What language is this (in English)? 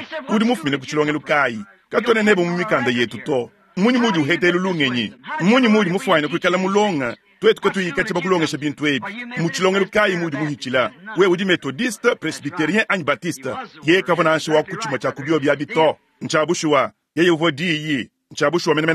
Luba-Lulua